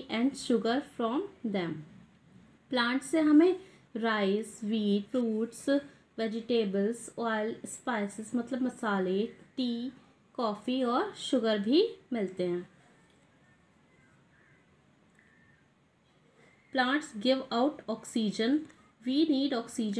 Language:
Hindi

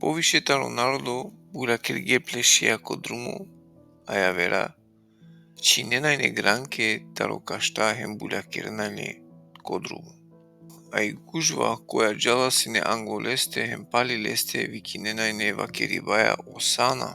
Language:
Balkan Romani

